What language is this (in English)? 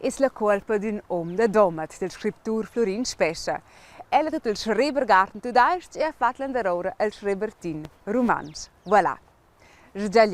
Romansh